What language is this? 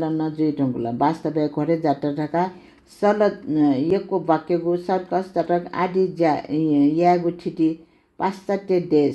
Newari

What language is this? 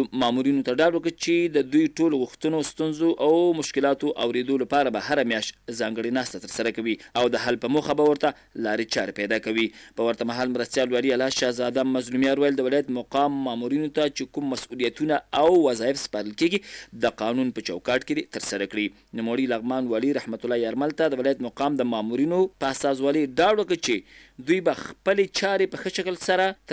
Pashto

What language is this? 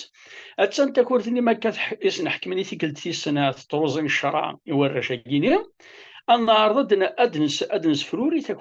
Kabyle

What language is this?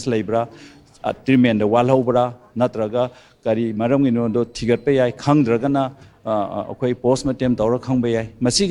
Manipuri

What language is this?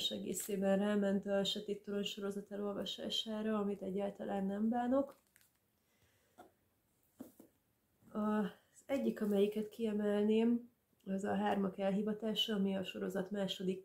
Hungarian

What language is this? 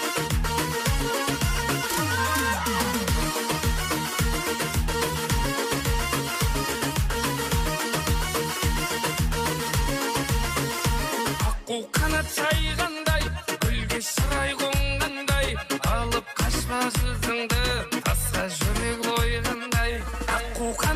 Kazakh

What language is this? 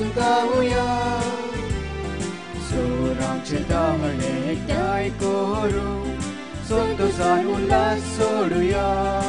Konkani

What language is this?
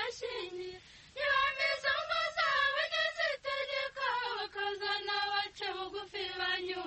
Kinyarwanda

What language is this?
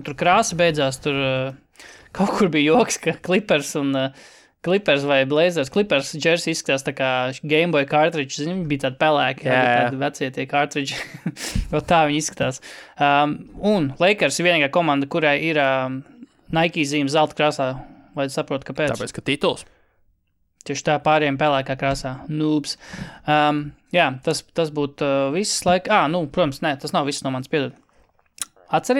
Latvian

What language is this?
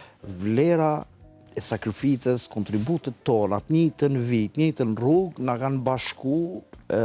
Albanian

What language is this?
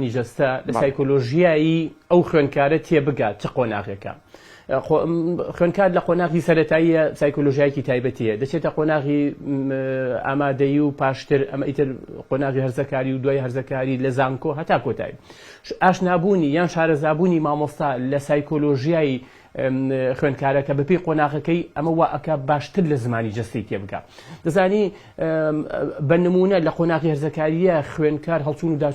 Central Kurdish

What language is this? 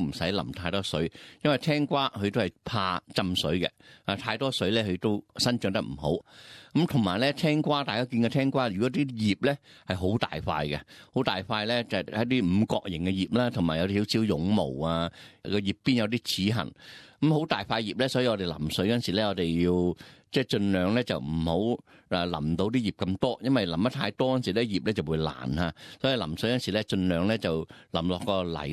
Cantonese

